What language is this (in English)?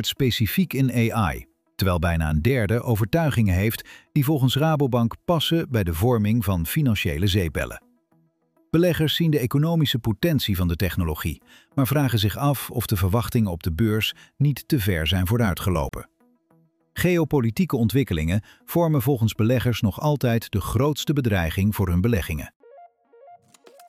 Dutch